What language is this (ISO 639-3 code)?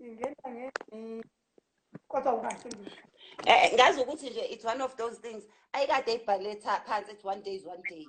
zul